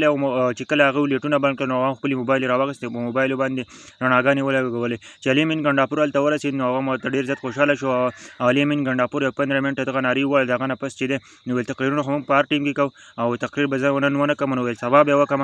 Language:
Pashto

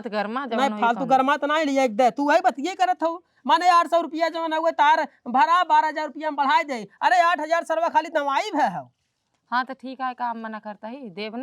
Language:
Awadhi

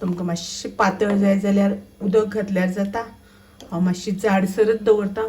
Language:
Konkani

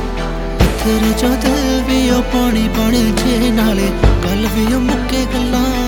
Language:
Punjabi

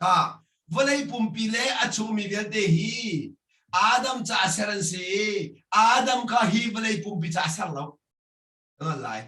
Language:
Hakha Chin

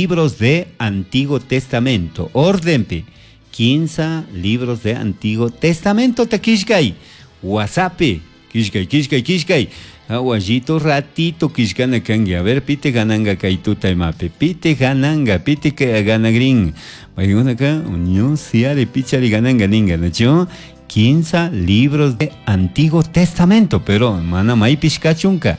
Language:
Chimborazo Highland Quichua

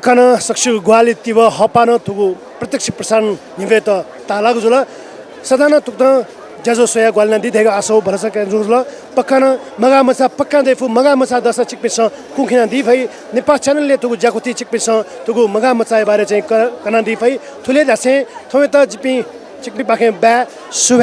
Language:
Newari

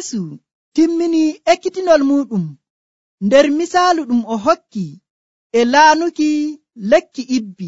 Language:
Nigerian Fulfulde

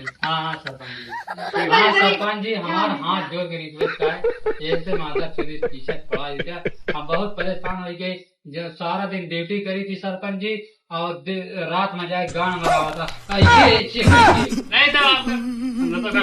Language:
Awadhi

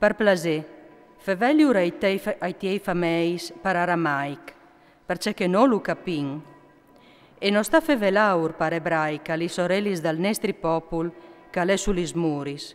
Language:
Friulian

